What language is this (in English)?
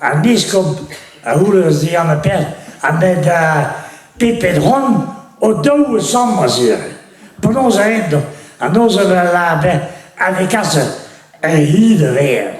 Breton